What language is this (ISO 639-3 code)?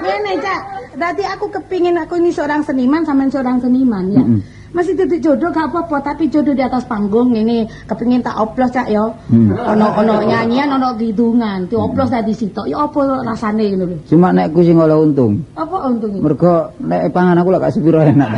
jav